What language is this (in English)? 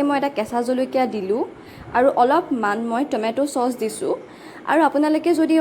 Assamese